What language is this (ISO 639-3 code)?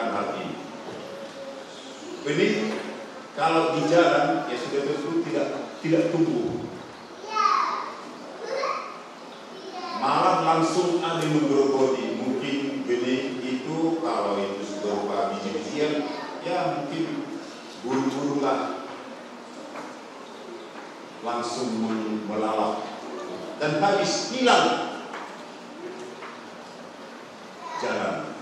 ind